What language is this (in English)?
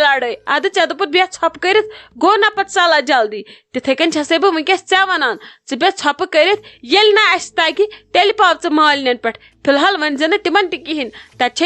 Kashmiri